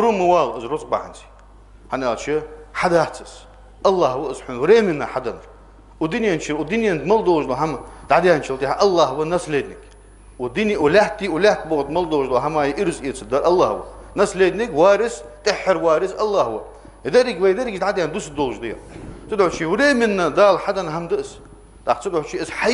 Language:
Ingush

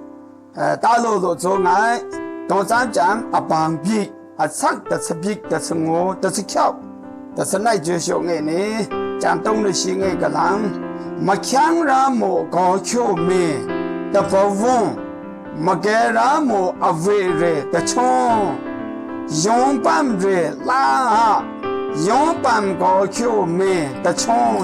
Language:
Maru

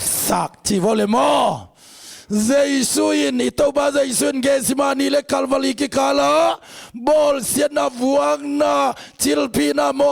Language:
Tedim Chin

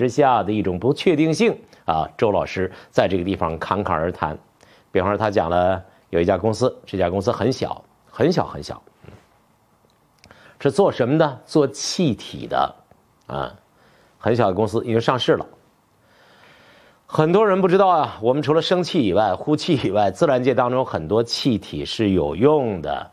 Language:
Chinese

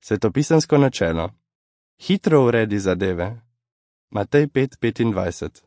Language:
Slovenian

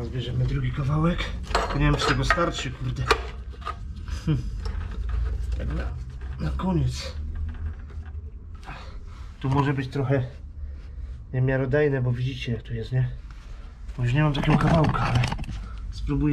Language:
Polish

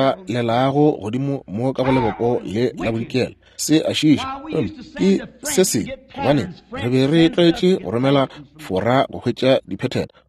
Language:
Northern Sotho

